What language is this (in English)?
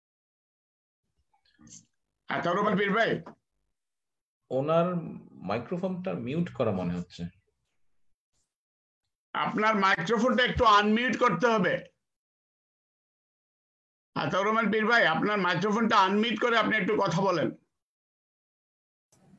Bangla